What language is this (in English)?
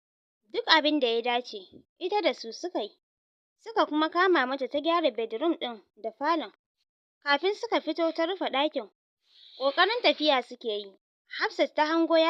Hausa